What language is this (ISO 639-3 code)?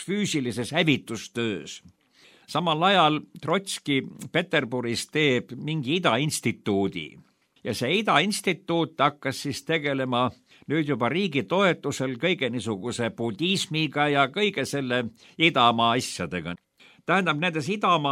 est